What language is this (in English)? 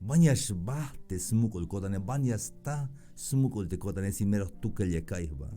Tzeltal